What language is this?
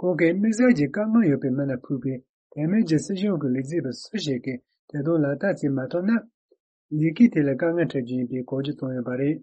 Tibetan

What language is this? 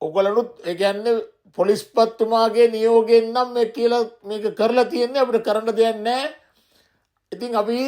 Sinhala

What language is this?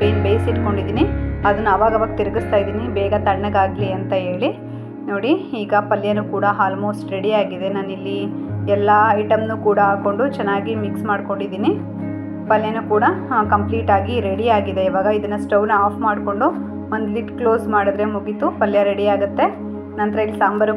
Kannada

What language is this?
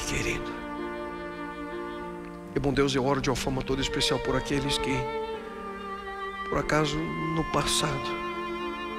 Portuguese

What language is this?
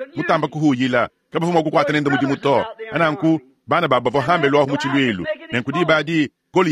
Luba-Lulua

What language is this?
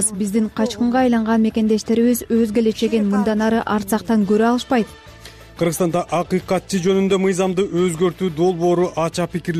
Kyrgyz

